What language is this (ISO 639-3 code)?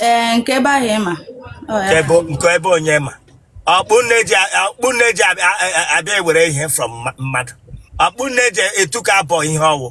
ibo